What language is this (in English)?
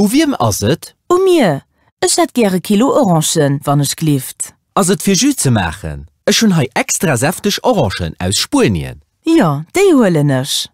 Luxembourgish